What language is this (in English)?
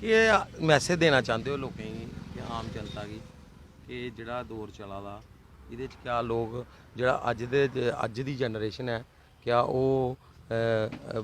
Dogri